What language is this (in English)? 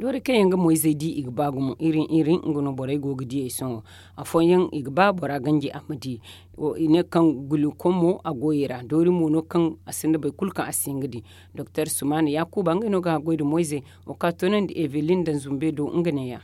Zarma